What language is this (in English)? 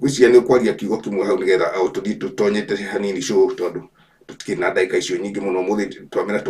Kikuyu